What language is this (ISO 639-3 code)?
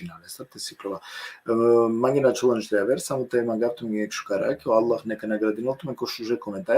rmn